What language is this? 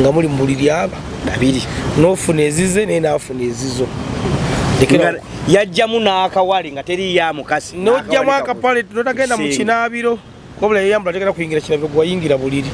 Ganda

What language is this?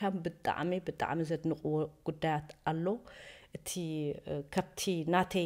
Tigrinya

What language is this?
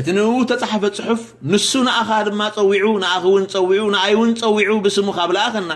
Tigrinya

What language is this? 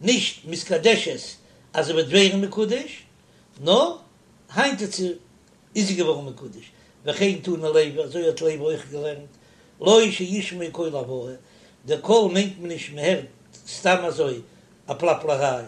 Yiddish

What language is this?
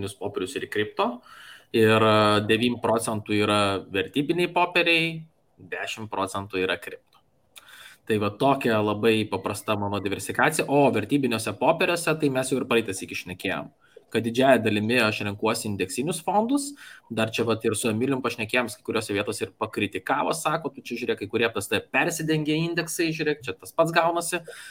Lithuanian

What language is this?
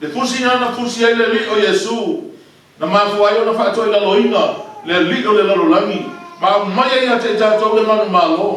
Samoan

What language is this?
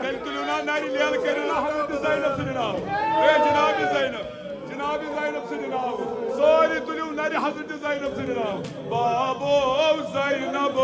Kashmiri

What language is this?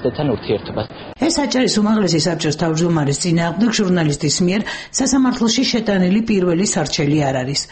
Georgian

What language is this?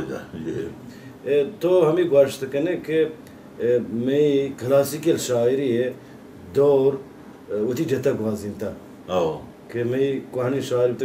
Baluchi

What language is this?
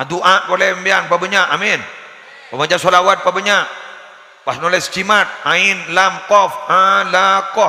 Madurese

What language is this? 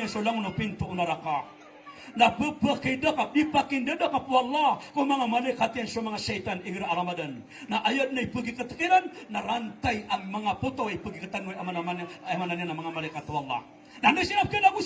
Maranao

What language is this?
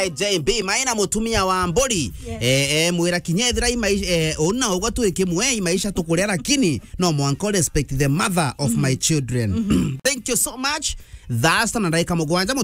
Meru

